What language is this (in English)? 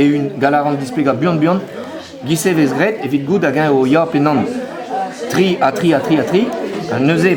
Breton